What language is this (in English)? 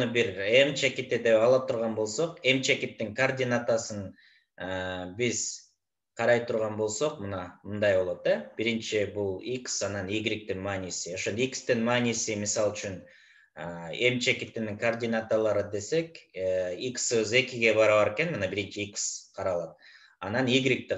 Kyrgyz